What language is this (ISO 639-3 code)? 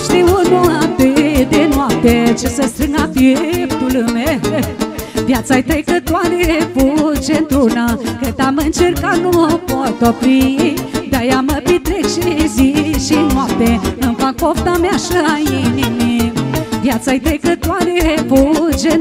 ron